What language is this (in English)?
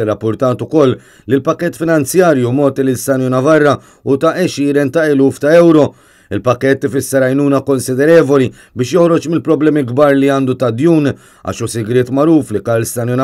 Maltese